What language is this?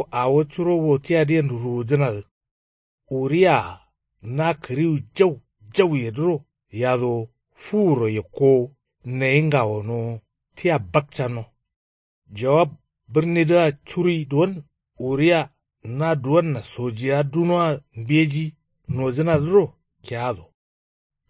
Kanuri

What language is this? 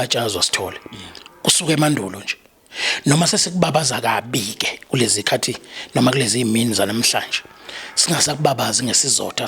Zulu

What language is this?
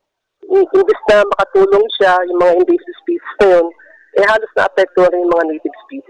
Filipino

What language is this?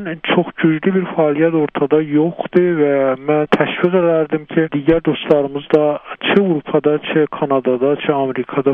South Azerbaijani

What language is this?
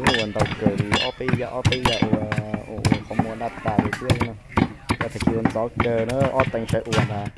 Hmong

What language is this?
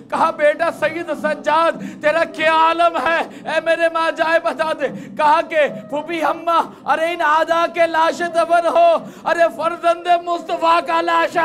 Urdu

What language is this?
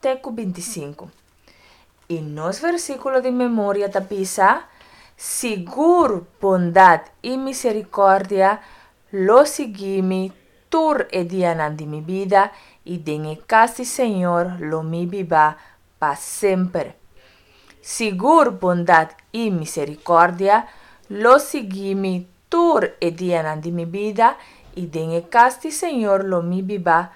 Papiamento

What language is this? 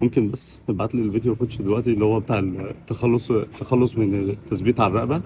Egyptian Arabic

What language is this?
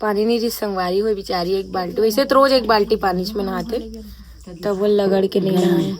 Chhattisgarhi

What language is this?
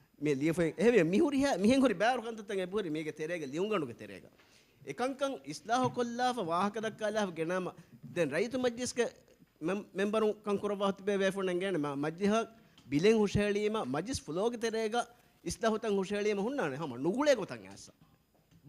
Divehi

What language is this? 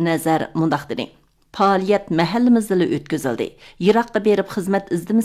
Uyghur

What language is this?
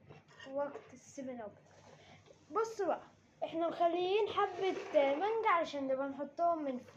Egyptian Arabic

